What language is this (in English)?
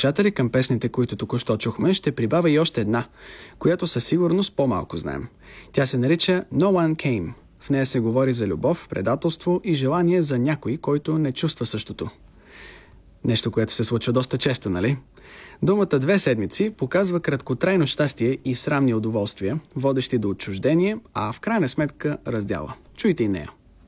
Bulgarian